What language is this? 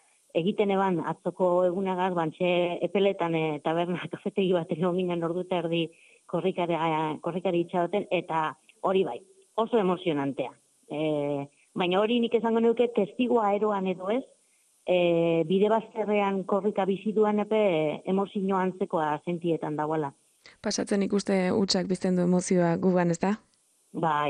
Basque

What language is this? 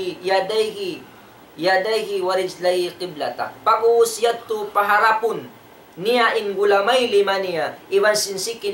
Tausug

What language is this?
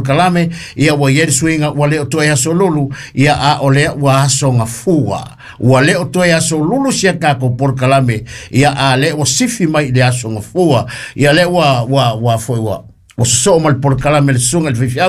Samoan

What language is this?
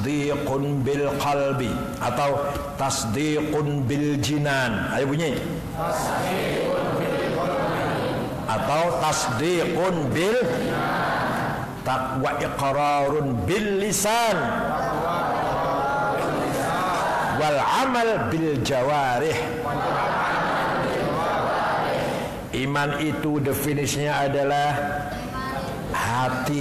Indonesian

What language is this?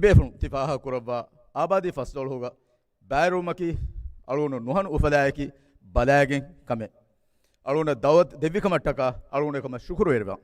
Divehi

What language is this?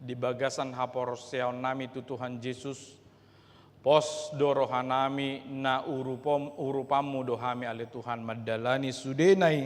Batak Toba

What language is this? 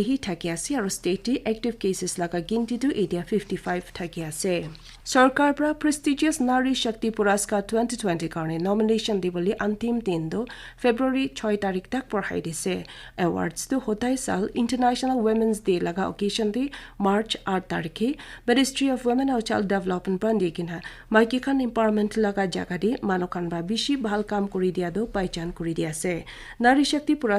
Naga Pidgin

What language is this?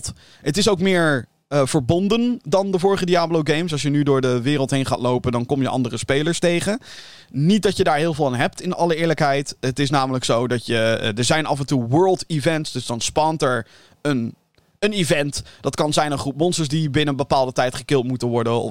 Dutch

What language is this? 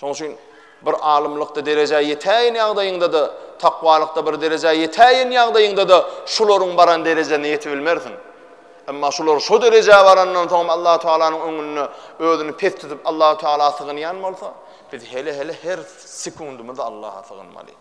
Turkmen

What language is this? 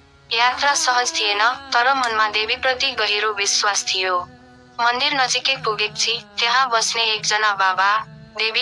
Nepali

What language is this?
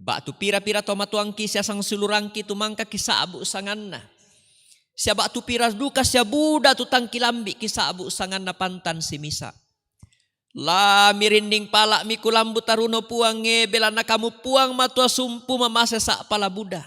Toraja-Sa'dan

